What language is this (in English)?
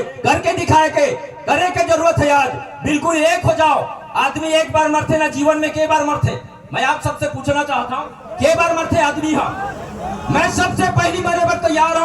Chhattisgarhi